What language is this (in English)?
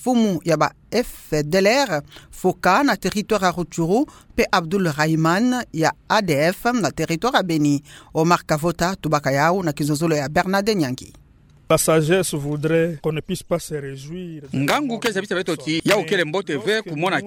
Kituba (Democratic Republic of Congo)